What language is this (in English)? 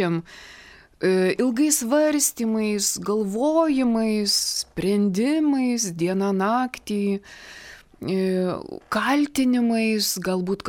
Lithuanian